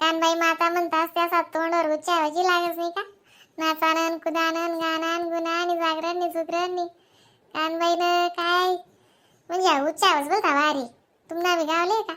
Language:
Khandesi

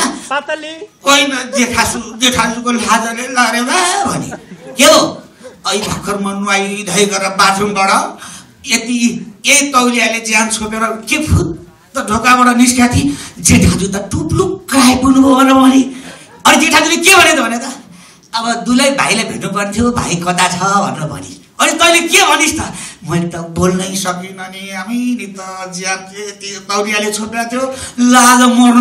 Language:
Nepali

